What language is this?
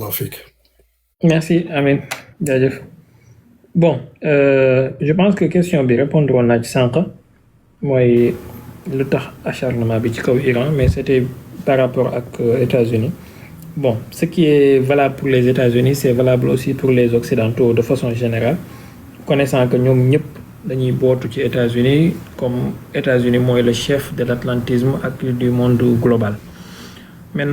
Wolof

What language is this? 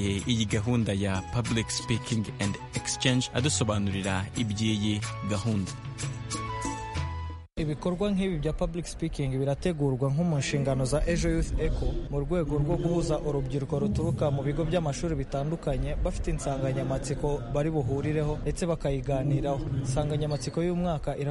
Kinyarwanda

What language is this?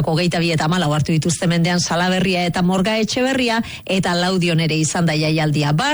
Basque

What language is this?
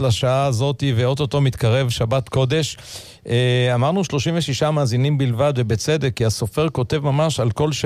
Hebrew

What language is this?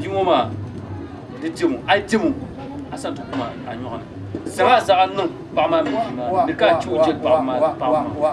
Dagbani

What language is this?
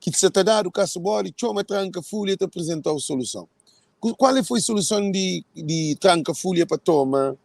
Kabuverdianu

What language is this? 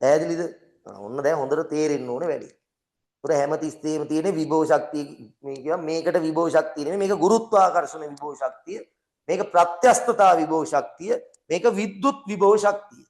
Sinhala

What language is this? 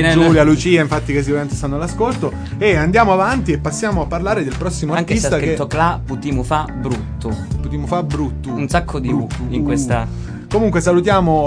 Italian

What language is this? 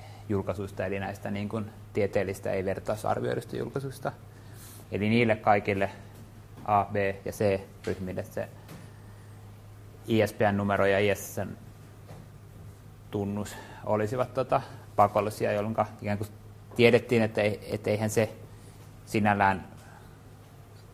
Finnish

